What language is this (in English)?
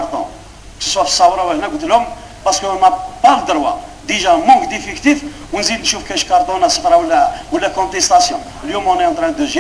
Algerian Arabic